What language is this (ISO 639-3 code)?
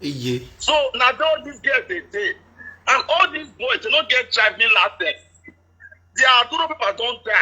pcm